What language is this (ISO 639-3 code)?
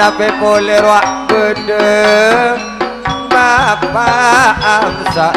mad